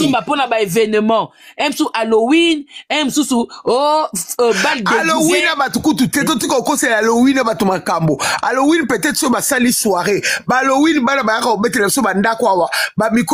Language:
Lingala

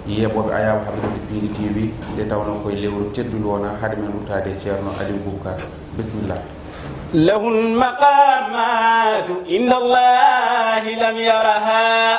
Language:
Fula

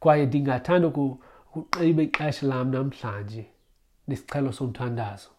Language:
Xhosa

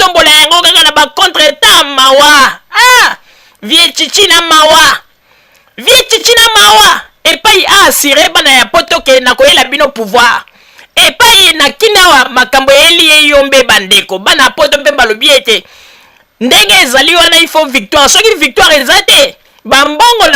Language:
Lingala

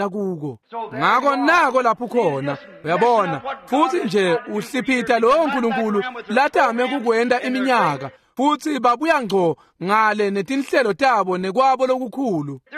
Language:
Swati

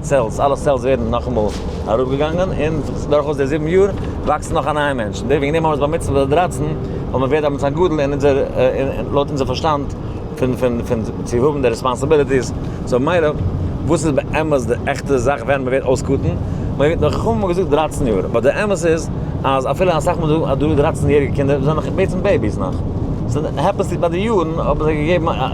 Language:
Yiddish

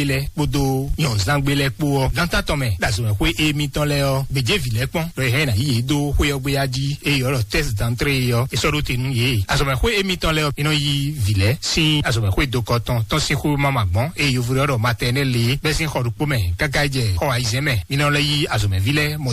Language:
Fon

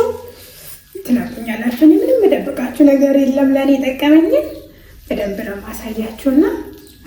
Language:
Amharic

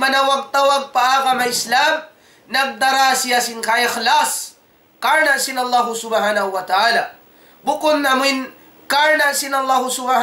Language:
Tausug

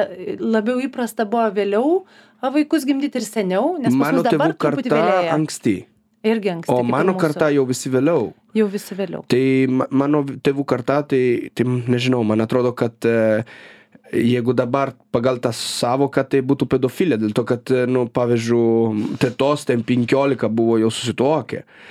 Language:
Lithuanian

